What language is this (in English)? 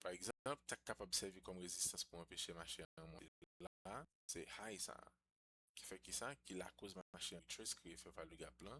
Haitian Creole